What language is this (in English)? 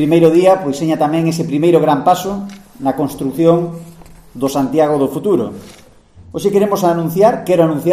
Galician